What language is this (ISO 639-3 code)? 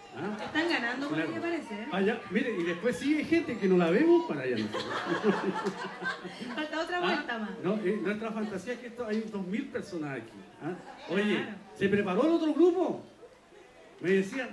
spa